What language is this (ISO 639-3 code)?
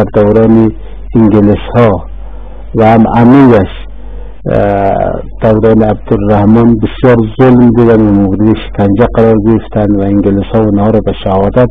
fas